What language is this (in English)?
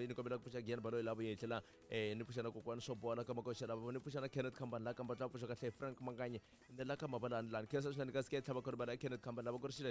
Tsonga